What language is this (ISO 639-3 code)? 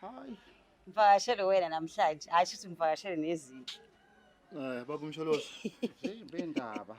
zul